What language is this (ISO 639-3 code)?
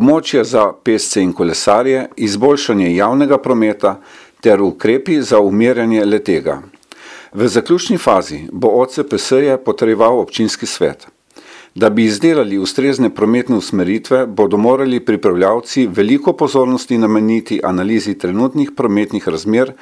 slv